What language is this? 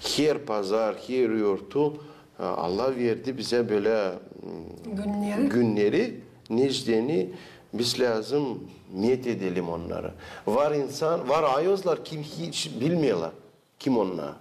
Gagauz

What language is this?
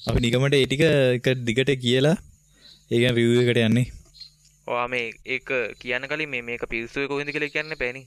Sinhala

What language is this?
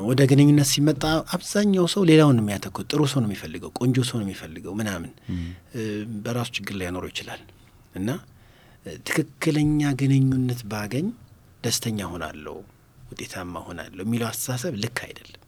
Amharic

